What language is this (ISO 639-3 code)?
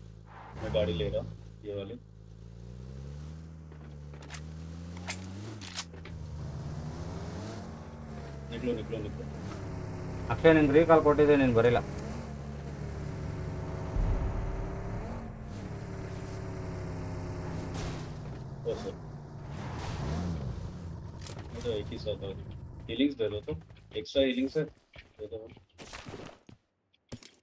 kan